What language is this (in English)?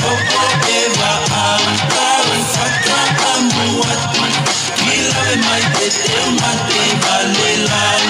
Tongan